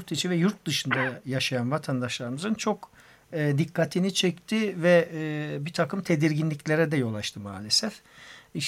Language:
Turkish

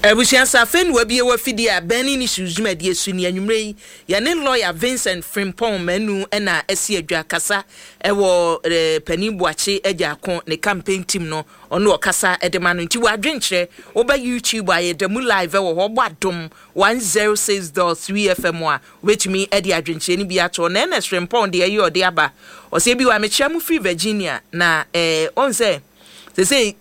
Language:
Akan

